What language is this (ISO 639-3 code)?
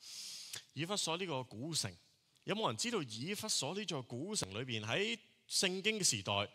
yue